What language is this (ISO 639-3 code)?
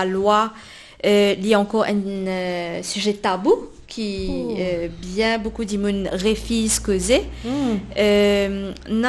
mfe